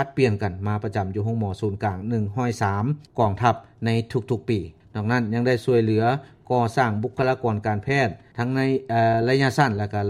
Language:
Lao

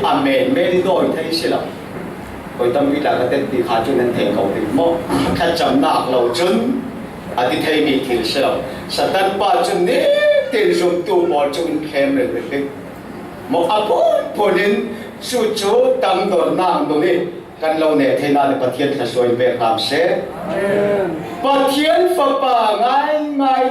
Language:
Falam Chin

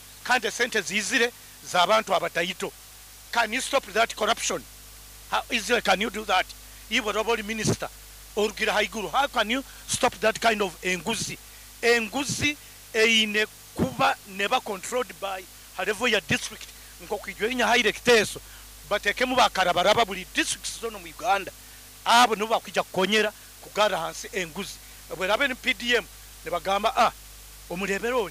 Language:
Nyoro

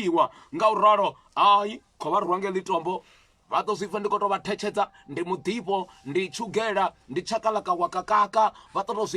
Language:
Venda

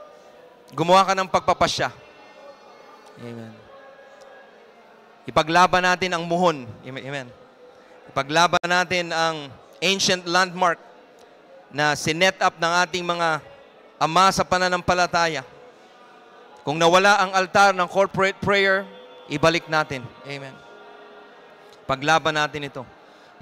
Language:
Filipino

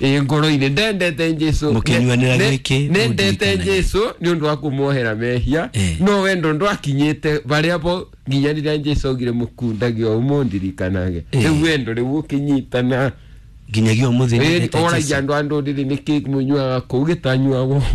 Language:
Kikuyu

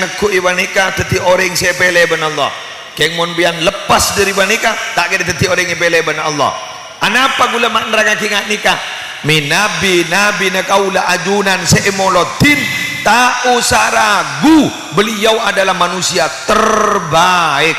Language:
Madurese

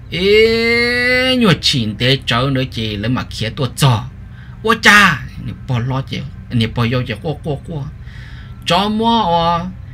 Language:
Vietnamese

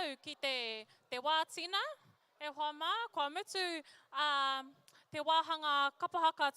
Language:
Māori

